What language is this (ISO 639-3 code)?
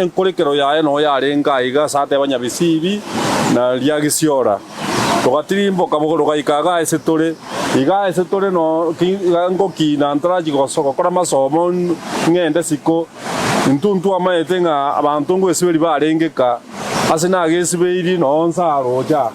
guz